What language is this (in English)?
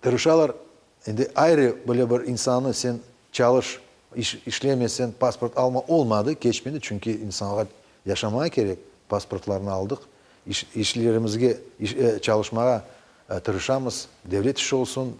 Crimean Tatar